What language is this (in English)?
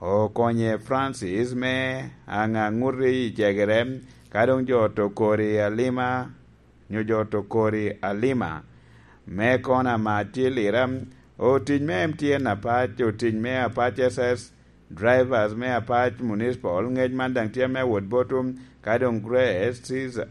Lango (Uganda)